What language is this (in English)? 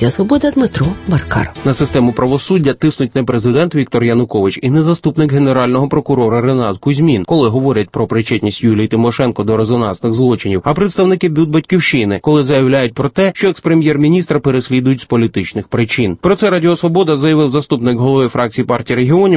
Ukrainian